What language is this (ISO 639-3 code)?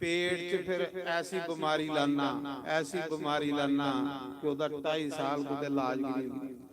doi